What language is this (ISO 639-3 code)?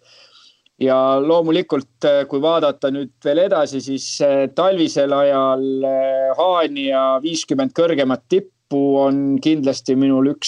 est